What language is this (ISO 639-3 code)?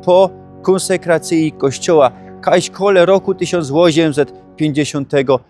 szl